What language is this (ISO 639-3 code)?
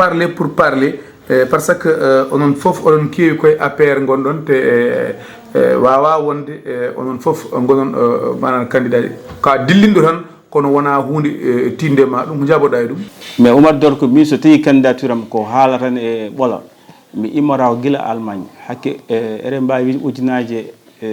ful